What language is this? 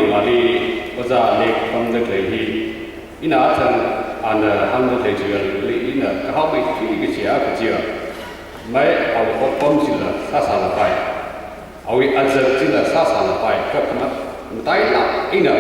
Tangkhul Naga (India)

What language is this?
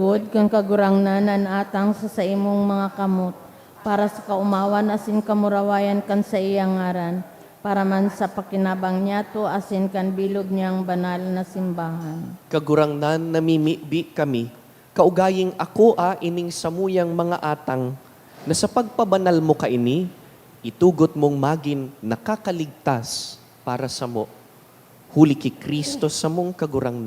Bikol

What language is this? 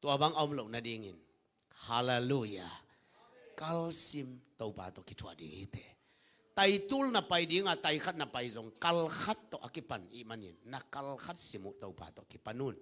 Tedim Chin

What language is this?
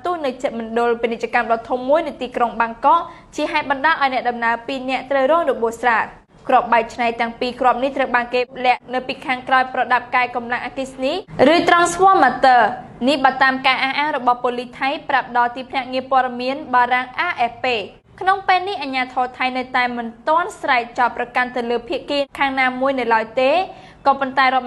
Khmer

